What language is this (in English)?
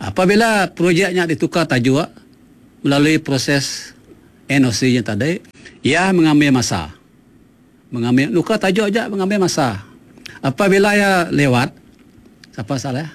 Iban